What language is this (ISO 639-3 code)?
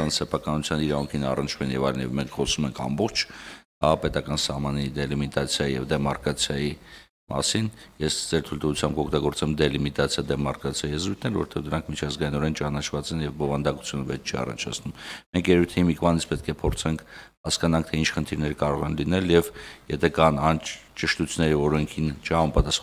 hye